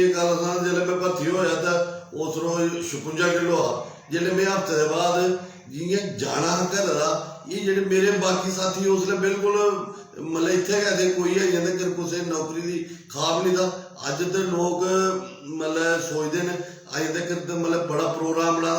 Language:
Dogri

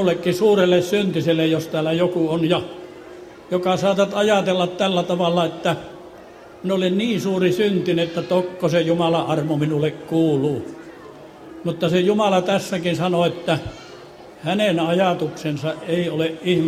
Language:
Finnish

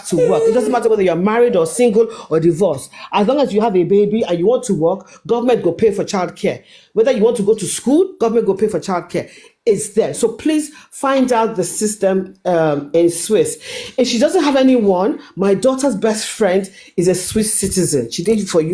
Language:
Nigerian Pidgin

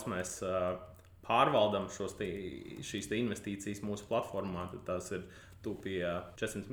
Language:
Latvian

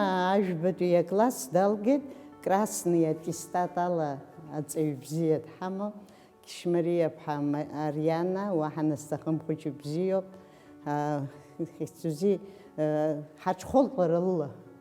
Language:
Abkhazian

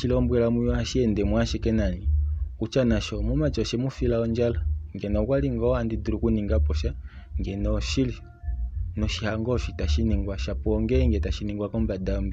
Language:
Kuanyama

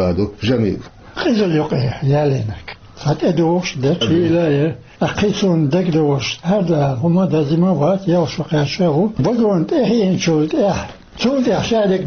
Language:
Chechen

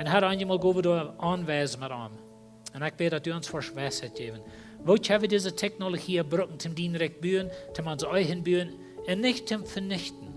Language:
Plautdietsch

